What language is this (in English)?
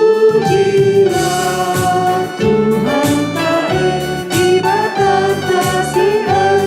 Batak Karo